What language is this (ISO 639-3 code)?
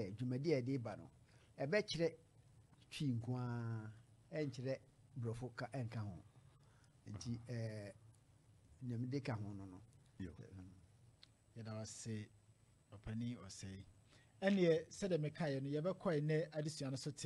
aka